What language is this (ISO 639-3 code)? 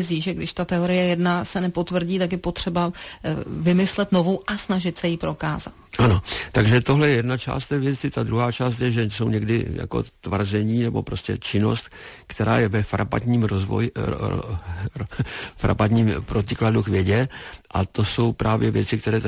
ces